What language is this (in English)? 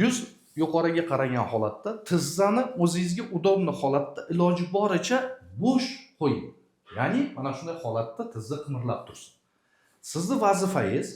Uzbek